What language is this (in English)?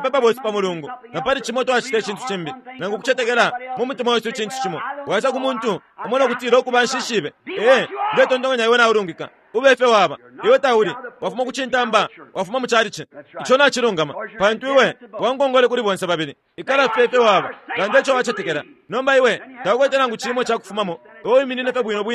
Bemba